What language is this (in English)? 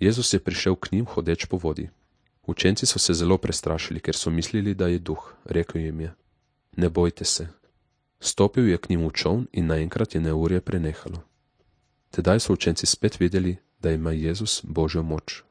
Slovenian